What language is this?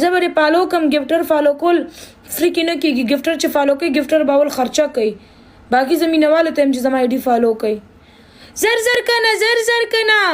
Pashto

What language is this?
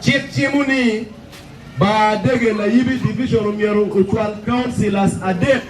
Acoli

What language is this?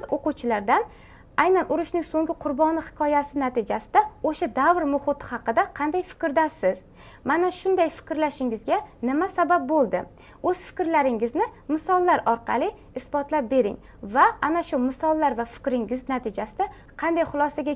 Uzbek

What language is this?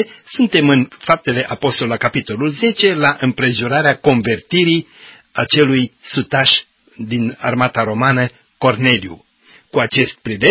Romanian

